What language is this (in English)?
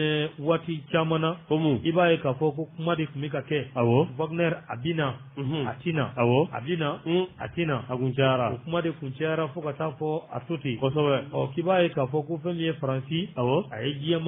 Bambara